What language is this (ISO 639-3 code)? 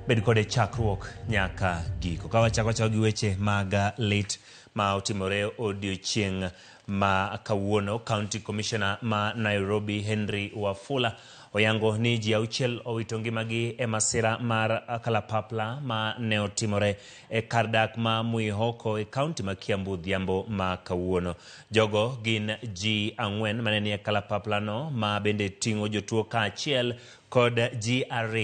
luo